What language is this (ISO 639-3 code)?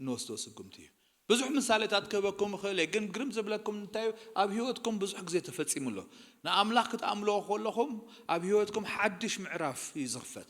tir